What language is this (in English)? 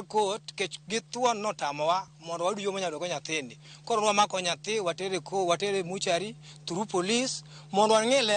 Luo (Kenya and Tanzania)